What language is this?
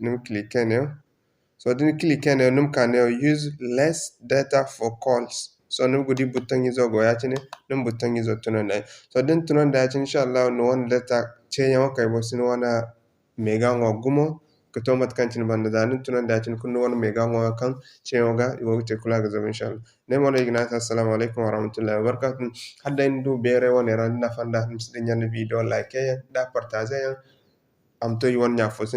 Zarma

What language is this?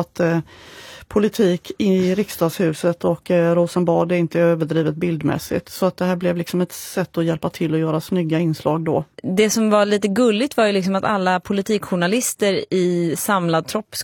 Swedish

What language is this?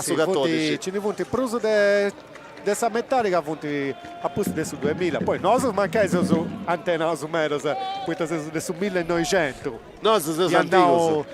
Sardinian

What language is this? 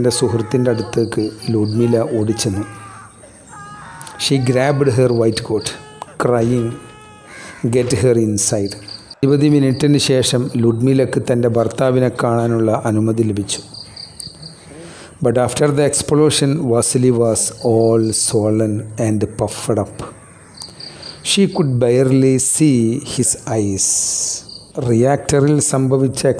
Malayalam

